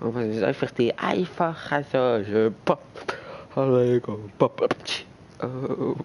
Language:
Swiss German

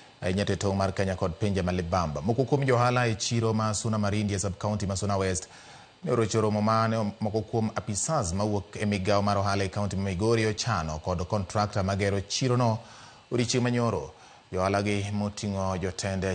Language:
Luo (Kenya and Tanzania)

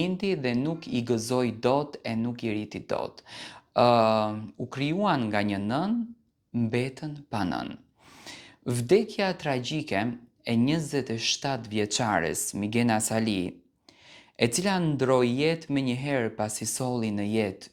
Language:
Albanian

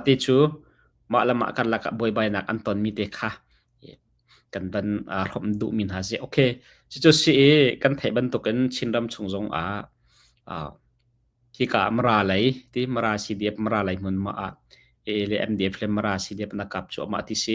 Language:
Hakha Chin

